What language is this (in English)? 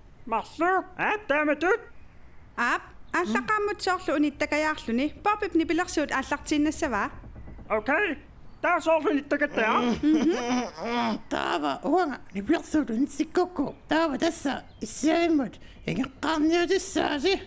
Kalaallisut